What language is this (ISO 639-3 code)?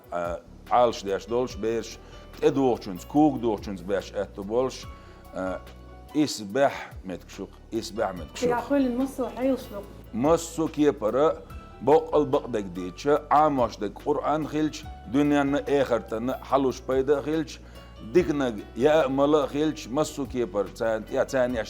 che